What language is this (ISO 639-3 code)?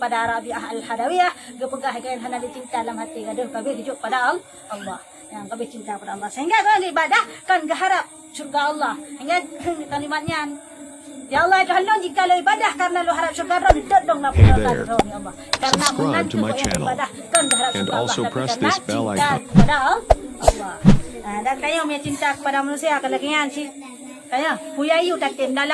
ace